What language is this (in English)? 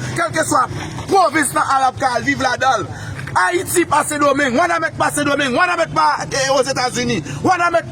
Haitian Creole